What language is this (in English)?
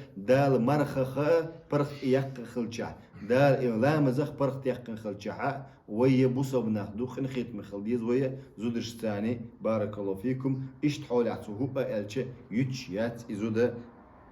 Chechen